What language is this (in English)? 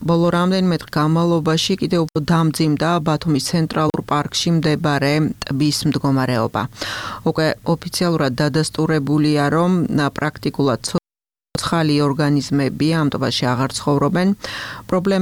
Georgian